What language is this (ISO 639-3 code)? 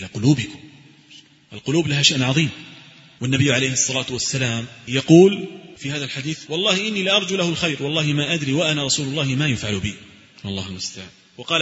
ara